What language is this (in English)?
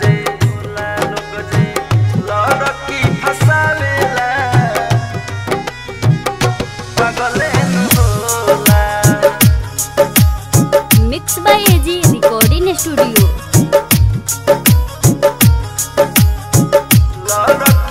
Bhojpuri